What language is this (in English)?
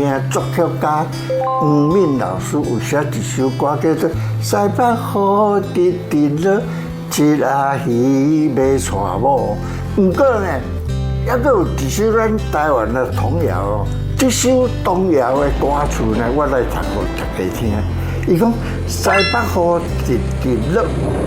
Min Nan Chinese